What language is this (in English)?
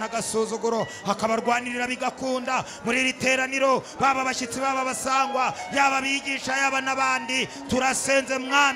Kinyarwanda